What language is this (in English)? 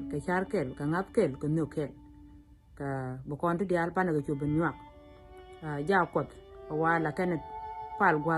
Nuer